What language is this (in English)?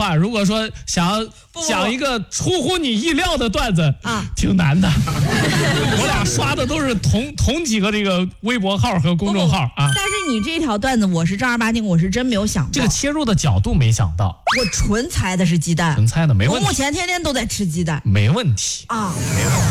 Chinese